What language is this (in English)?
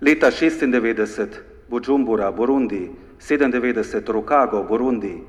Slovenian